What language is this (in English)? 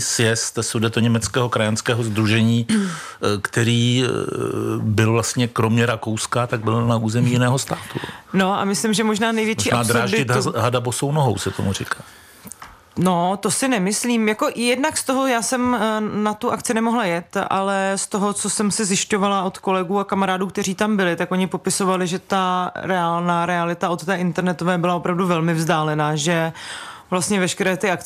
Czech